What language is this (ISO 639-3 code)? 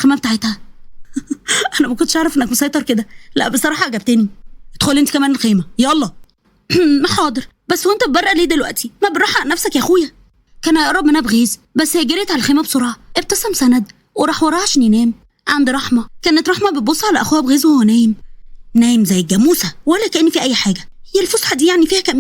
arz